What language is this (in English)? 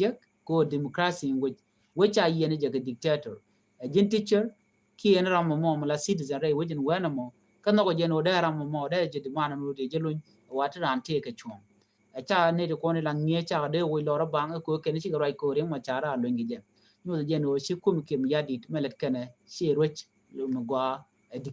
Nuer